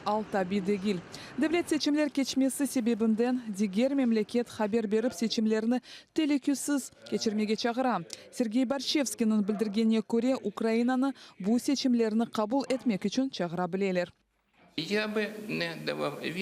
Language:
Crimean Tatar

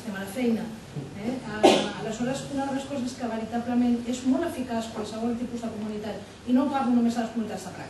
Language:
Catalan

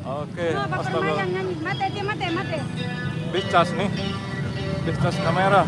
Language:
Sasak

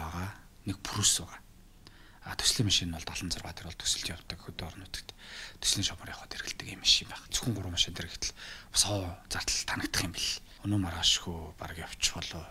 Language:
Mongolian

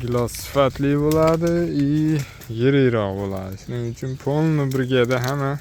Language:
Uzbek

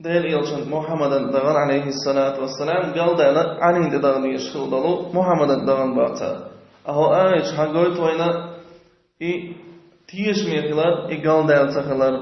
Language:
Chechen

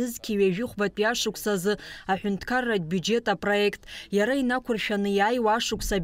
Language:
Abkhazian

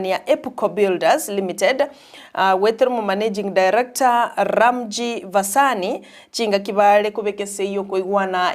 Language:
Gusii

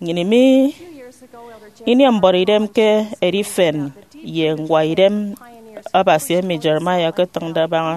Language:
Efik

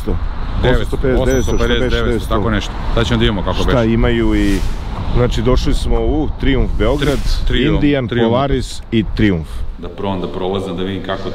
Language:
Serbian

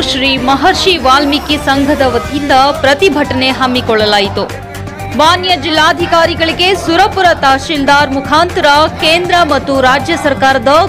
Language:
Kannada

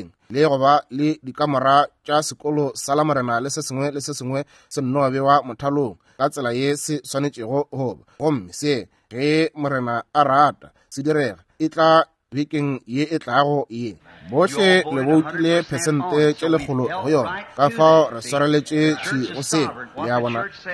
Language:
Northern Sotho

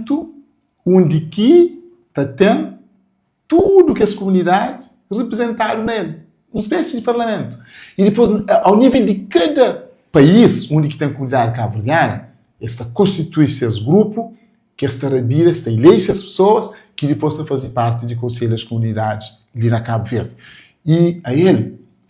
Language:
Kabuverdianu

